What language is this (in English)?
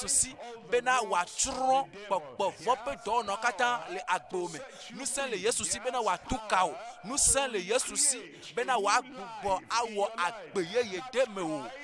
Ewe